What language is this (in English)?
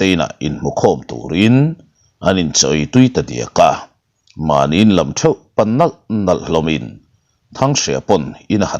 Mizo